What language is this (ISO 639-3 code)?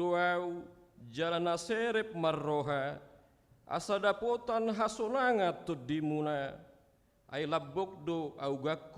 bbc